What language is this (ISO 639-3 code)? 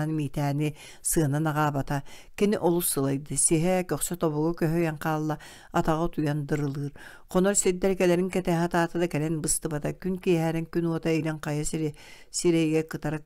sah